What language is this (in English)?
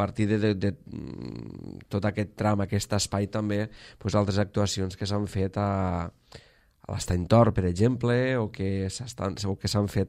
Catalan